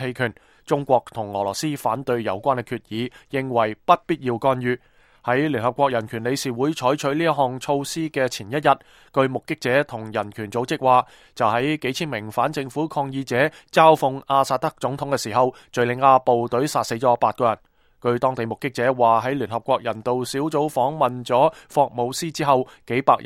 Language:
Cantonese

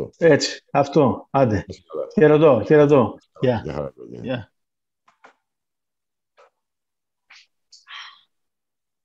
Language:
Greek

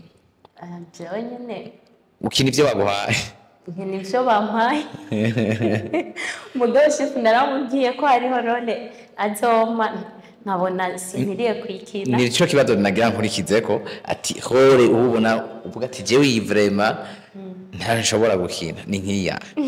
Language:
Rundi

